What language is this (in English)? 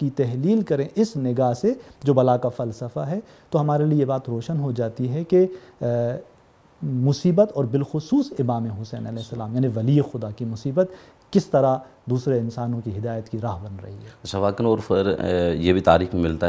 Urdu